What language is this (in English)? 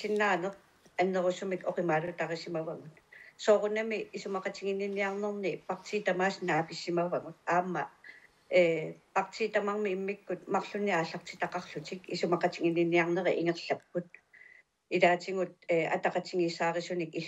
Kalaallisut